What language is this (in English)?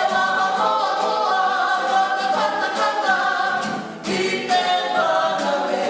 Māori